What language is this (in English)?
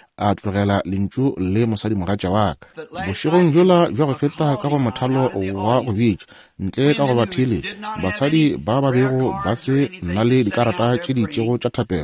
Northern Sotho